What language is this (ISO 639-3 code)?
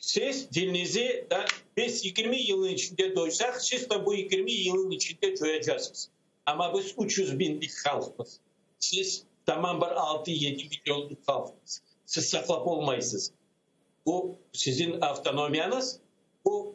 crh